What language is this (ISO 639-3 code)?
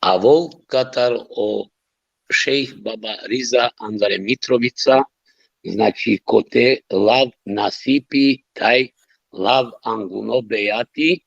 rmn